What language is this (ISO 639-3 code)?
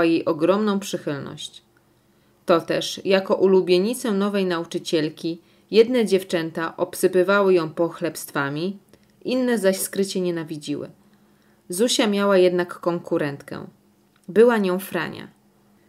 pol